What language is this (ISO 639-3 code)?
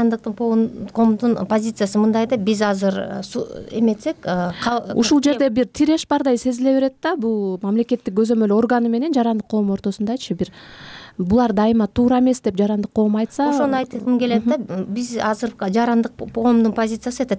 kir